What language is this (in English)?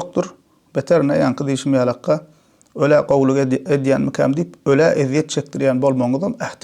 Turkmen